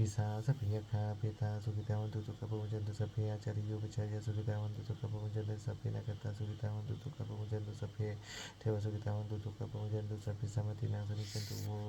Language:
Pali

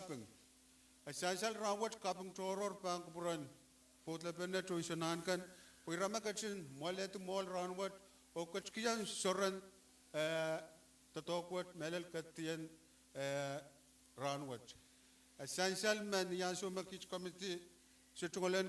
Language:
Pohnpeian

